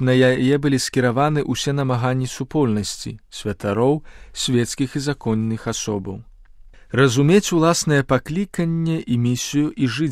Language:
Belarusian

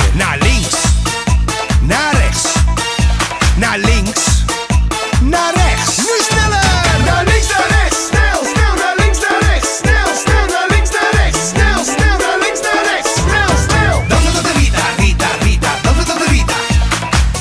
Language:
Dutch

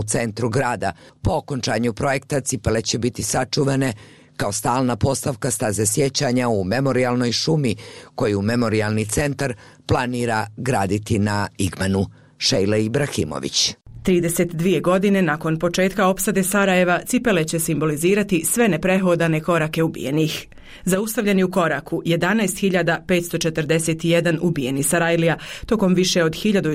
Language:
Bosnian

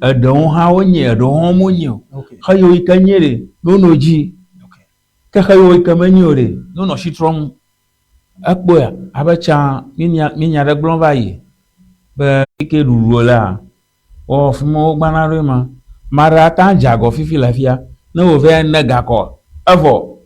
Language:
Ewe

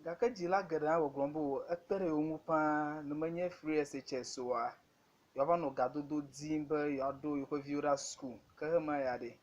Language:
Ewe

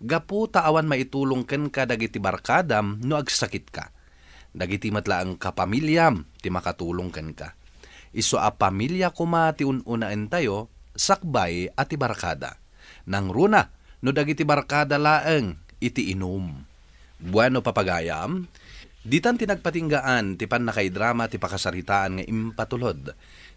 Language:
Iloko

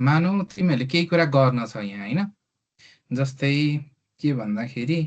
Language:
Nepali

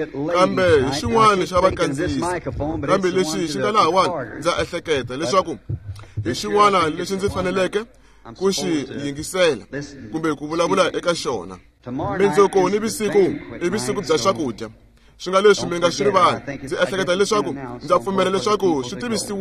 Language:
Tsonga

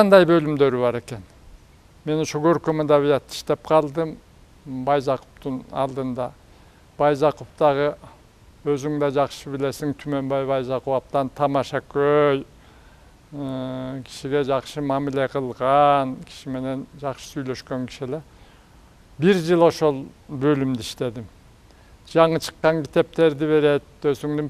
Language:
Kyrgyz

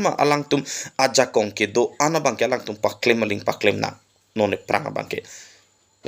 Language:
Karbi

